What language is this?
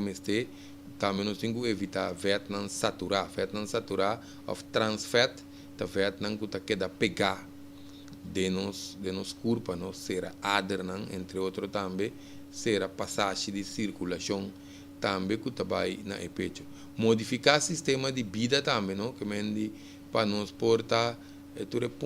Papiamento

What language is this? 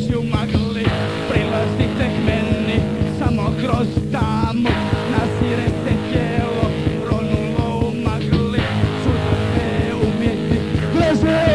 Croatian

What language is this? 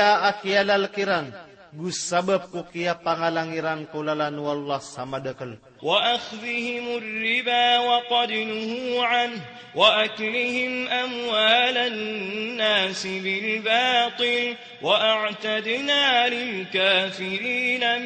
Maranao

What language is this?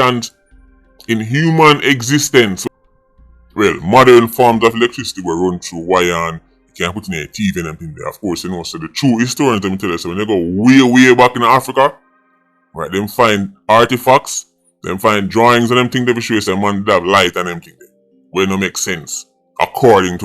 Jamaican Creole English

